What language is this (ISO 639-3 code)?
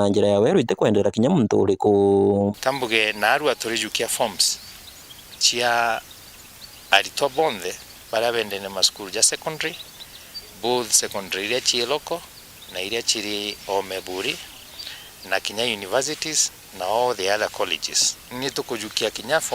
mer